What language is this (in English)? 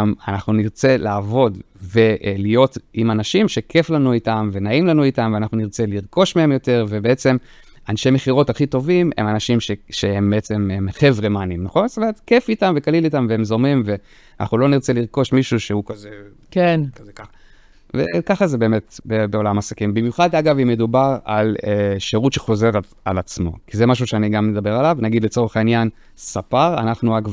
Hebrew